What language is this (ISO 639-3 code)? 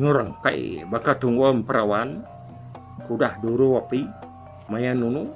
iba